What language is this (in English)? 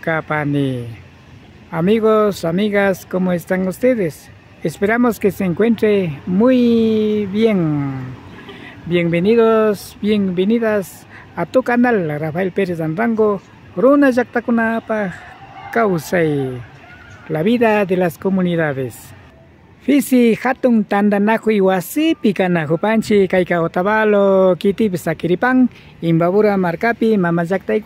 Imbabura Highland Quichua